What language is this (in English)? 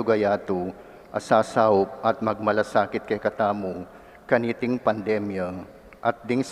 Pampanga